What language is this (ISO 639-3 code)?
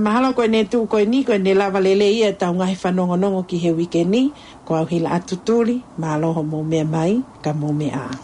ton